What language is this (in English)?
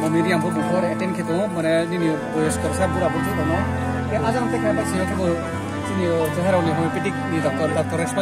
Riang (India)